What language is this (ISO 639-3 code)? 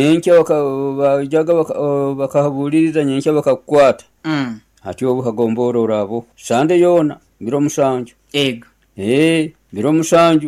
nyo